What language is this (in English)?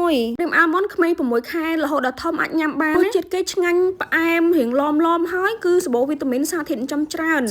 Khmer